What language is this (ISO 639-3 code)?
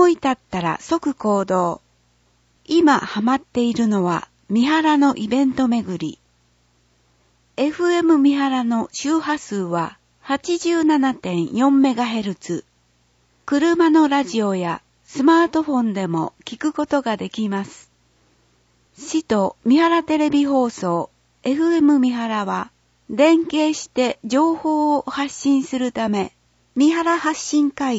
jpn